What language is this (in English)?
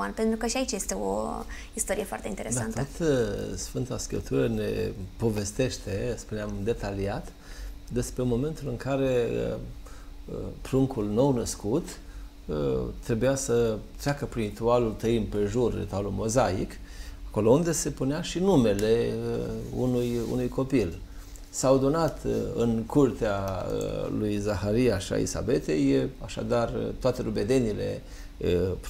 Romanian